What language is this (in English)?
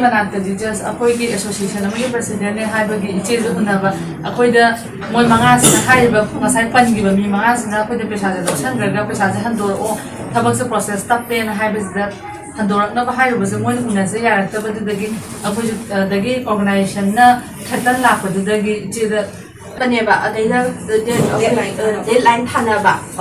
Manipuri